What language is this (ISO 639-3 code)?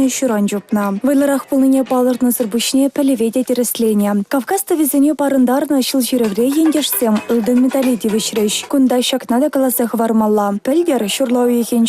chv